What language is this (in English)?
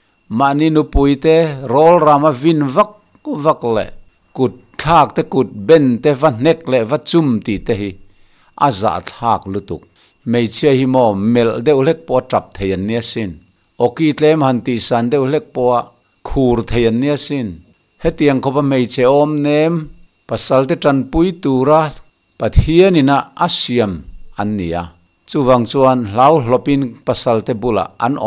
Mizo